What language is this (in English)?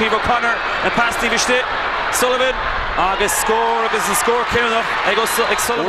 Irish